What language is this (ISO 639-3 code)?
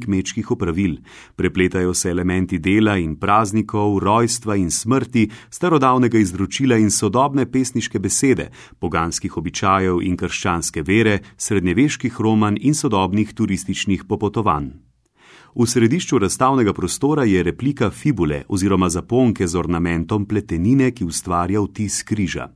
slv